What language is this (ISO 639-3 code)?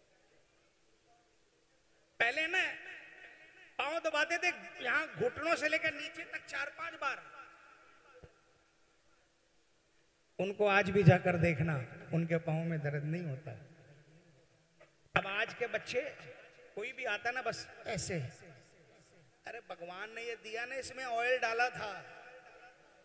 hin